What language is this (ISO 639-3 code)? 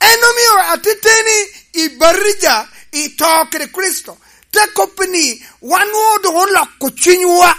laj